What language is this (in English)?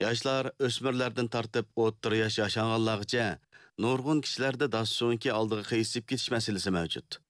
Uyghur